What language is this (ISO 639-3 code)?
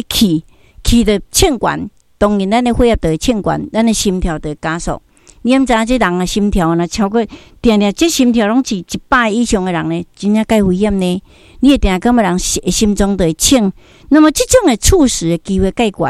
nan